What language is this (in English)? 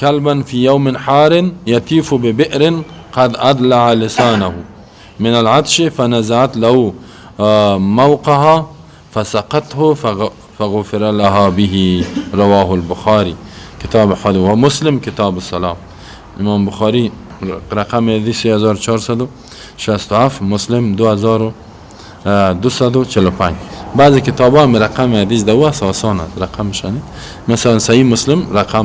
Persian